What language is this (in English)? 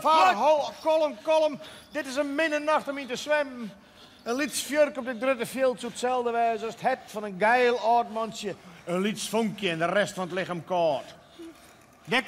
Western Frisian